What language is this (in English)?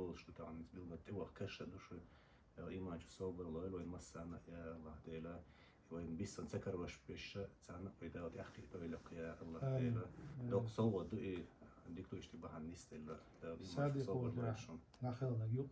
Chechen